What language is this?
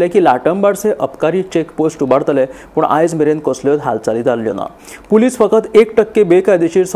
Konkani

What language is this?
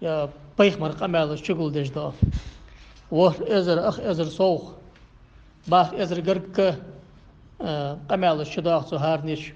Ingush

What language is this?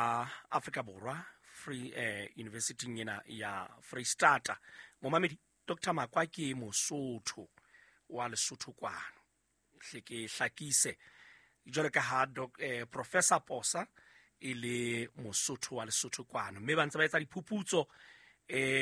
Southern Sotho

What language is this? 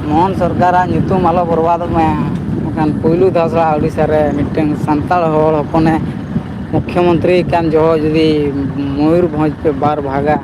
Santali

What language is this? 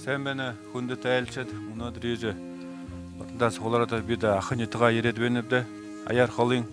Buriat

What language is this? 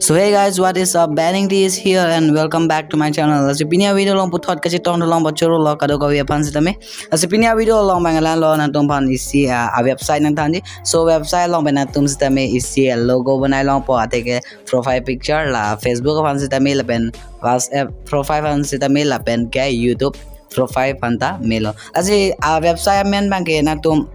Karbi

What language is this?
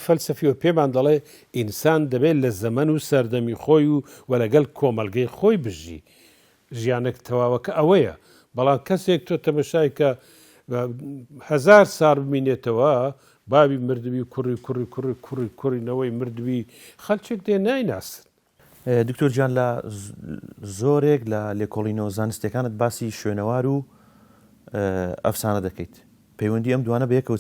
Central Kurdish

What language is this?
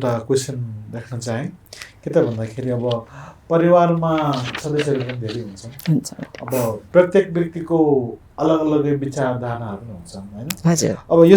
Nepali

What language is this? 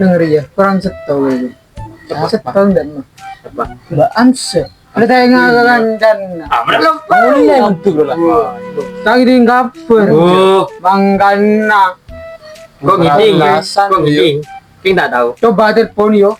Madurese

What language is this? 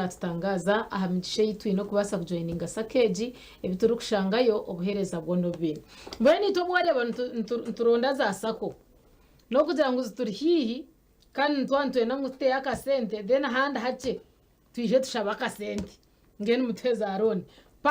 Nyankole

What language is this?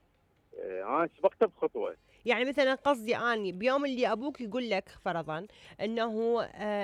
Mesopotamian Arabic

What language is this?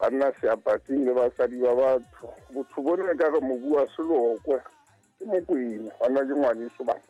Southern Sotho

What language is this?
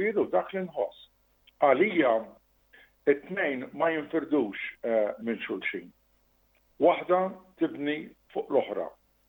Maltese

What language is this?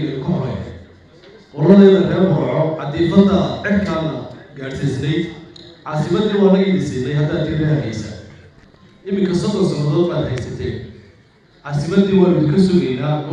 Somali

